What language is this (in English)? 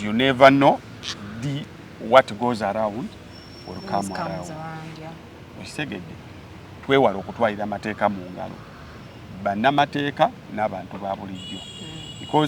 Ganda